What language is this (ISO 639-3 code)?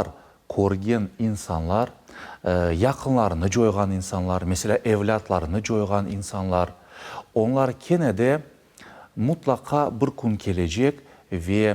crh